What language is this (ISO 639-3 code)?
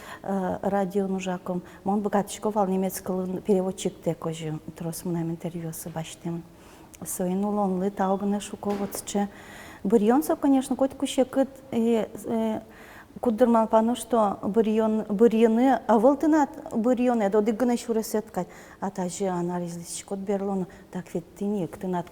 udm